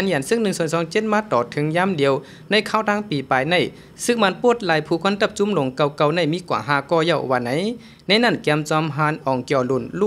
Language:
Shan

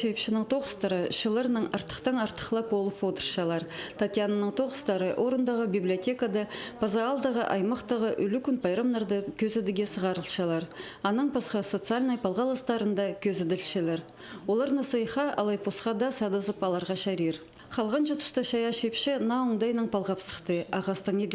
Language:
Khakas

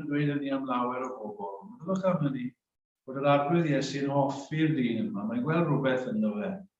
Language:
Welsh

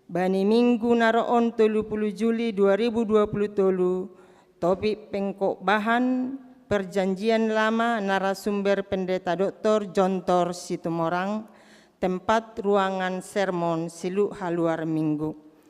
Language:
Batak Simalungun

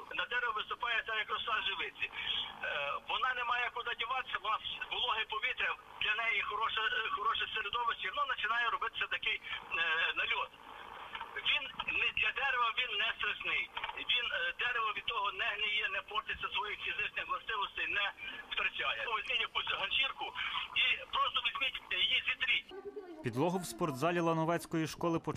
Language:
Ukrainian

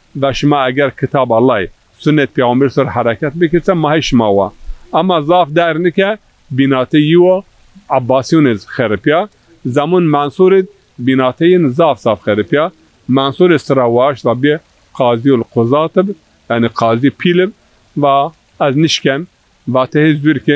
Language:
Zaza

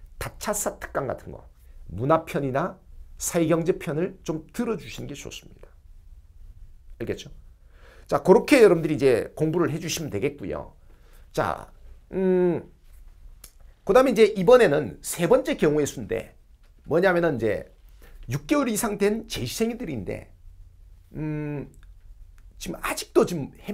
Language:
Korean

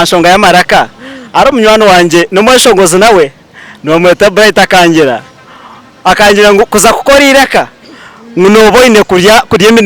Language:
Nyankole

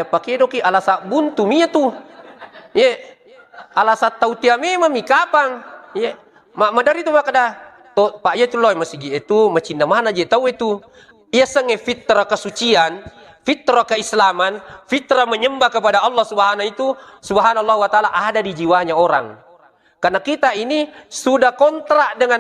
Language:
Buginese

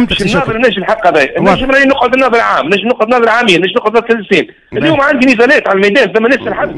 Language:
Tunisian Arabic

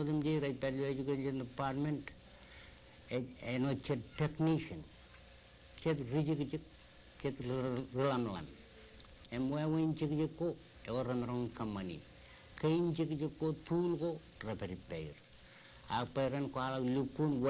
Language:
Marshallese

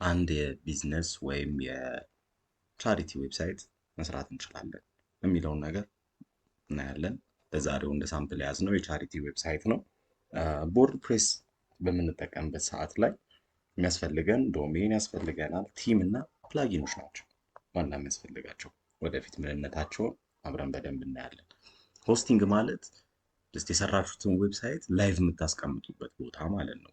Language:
Amharic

